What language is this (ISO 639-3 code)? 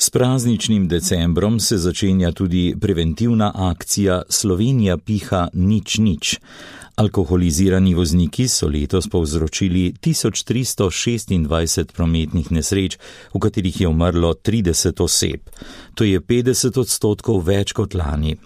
slv